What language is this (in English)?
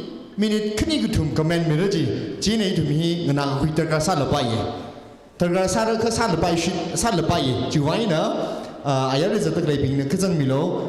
Tangkhul Naga (India)